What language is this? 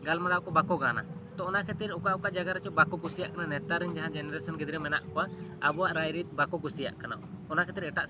Santali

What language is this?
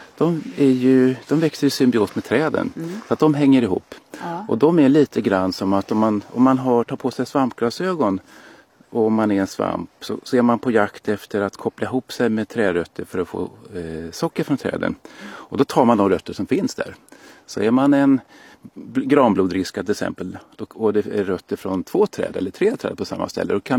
Swedish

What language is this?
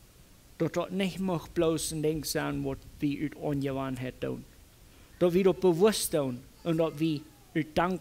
Plautdietsch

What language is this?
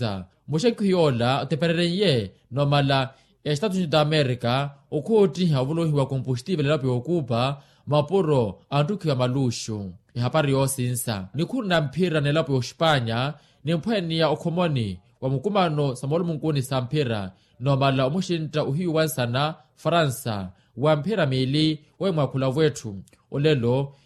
Makhuwa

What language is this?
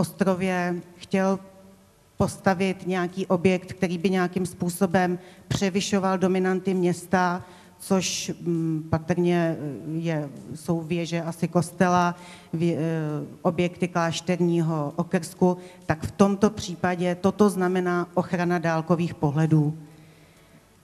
Czech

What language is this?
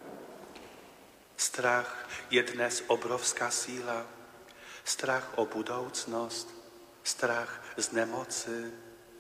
Czech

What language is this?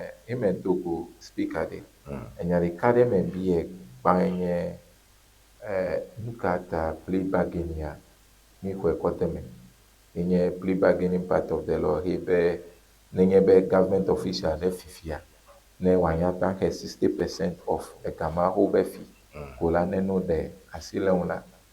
Ewe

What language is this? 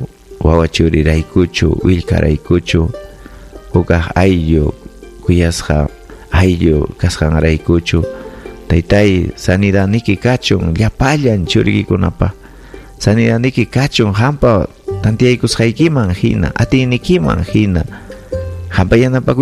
Ayacucho Quechua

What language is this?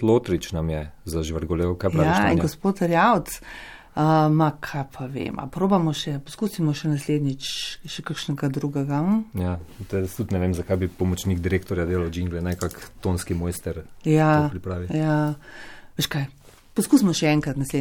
Slovenian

